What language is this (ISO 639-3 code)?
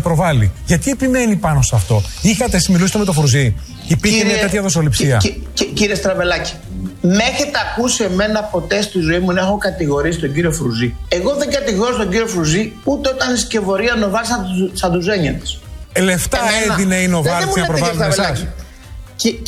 ell